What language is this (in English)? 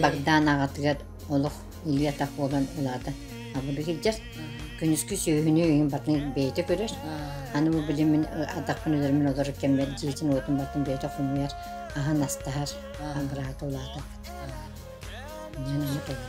Yakut